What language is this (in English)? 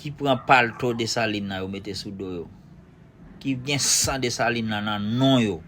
Haitian Creole